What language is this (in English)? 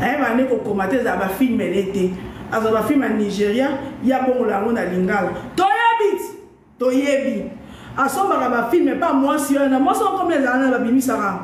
Lingala